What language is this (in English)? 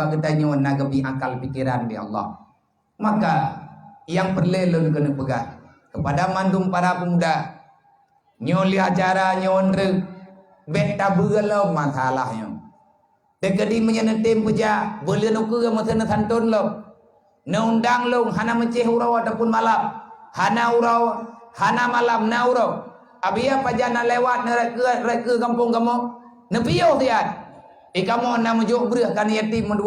Achinese